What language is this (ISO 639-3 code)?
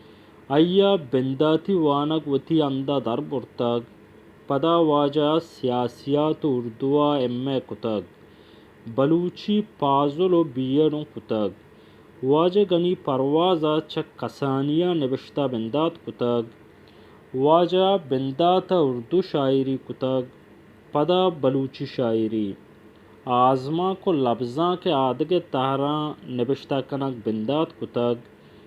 bal